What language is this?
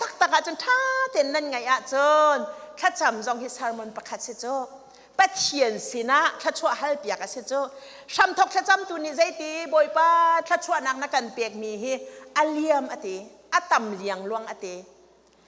Hakha Chin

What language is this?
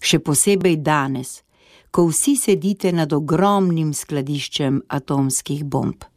Slovenian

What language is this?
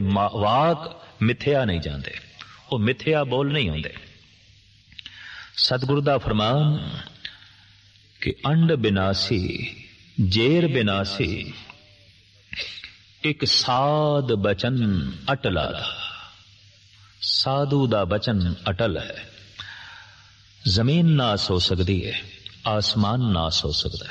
Punjabi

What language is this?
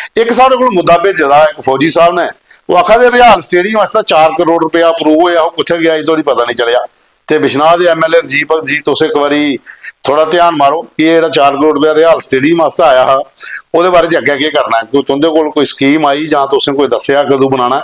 Dogri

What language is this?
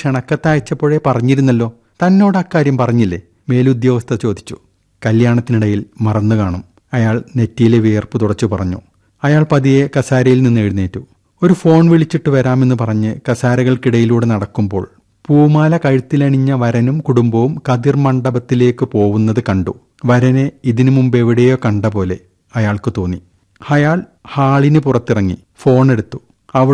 Malayalam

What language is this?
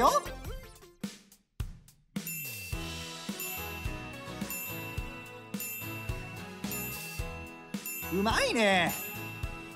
Japanese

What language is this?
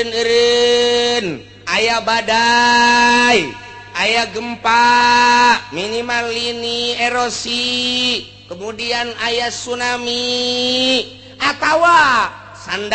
Sundanese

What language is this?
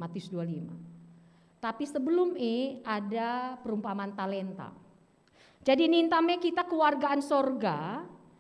Batak Karo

